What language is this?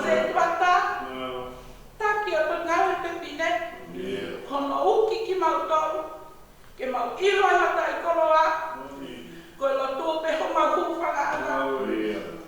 Tongan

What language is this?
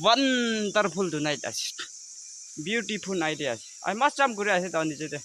Naga Pidgin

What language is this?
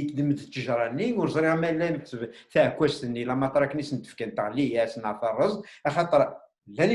Kabyle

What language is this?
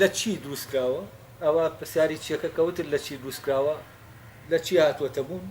Central Kurdish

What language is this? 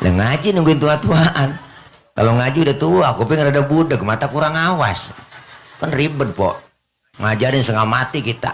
Betawi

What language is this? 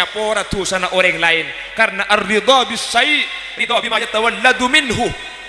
Madurese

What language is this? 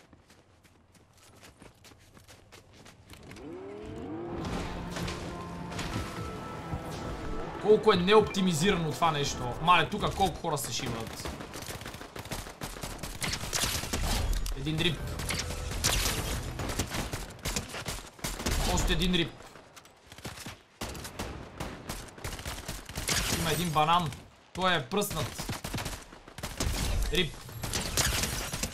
Bulgarian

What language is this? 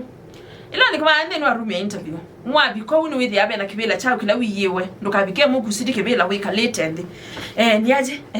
Kamba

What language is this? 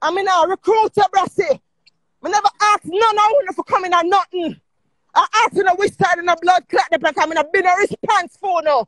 Jamaican Creole English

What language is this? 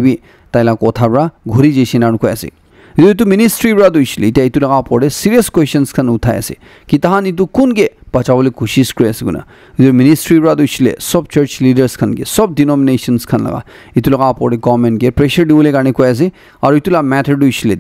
Naga Pidgin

